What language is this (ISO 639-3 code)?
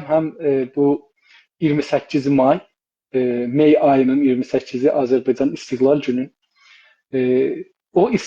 azb